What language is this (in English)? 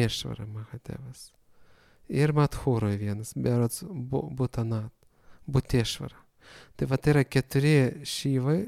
Lithuanian